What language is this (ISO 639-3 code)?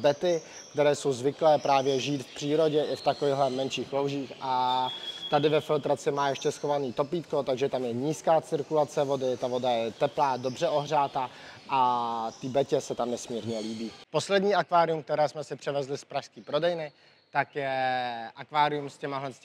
ces